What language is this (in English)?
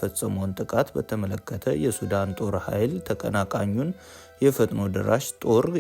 Amharic